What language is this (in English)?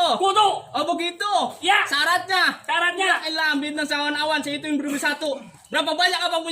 Betawi